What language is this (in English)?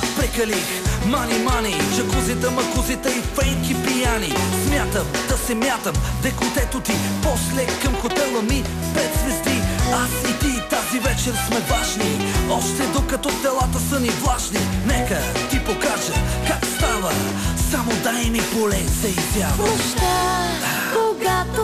Bulgarian